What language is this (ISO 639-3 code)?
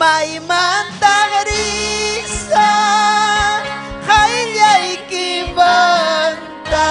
quy